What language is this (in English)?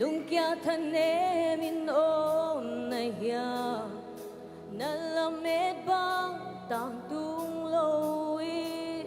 Tedim Chin